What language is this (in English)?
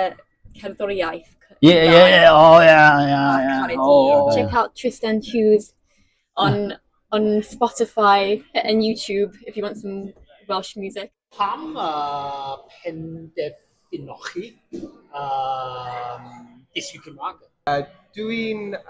Welsh